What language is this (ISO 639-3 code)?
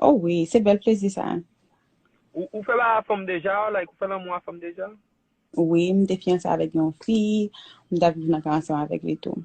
hat